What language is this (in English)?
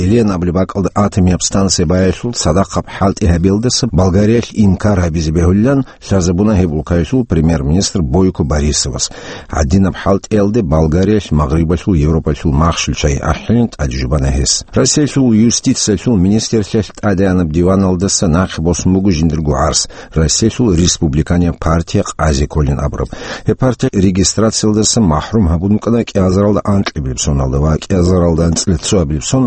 Avaric